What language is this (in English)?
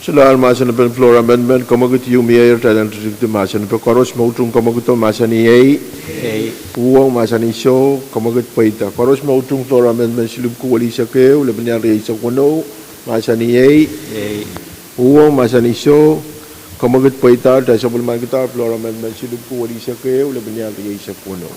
Pohnpeian